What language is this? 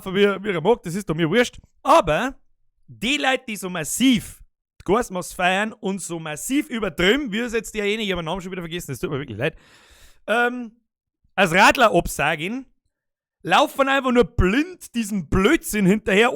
Bavarian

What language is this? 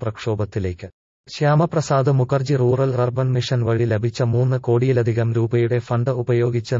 Malayalam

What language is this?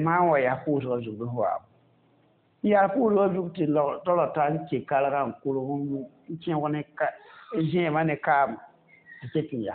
Mossi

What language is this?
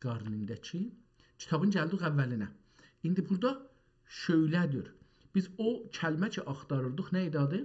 South Azerbaijani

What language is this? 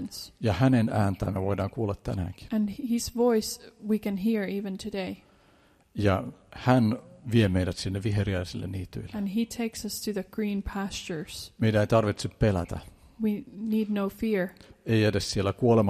Finnish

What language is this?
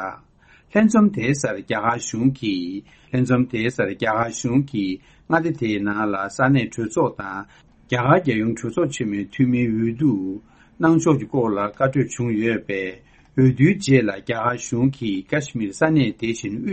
Tibetan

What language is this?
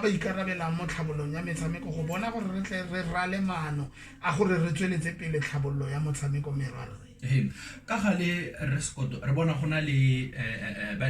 Tswana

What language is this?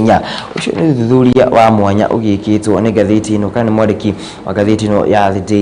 Kikuyu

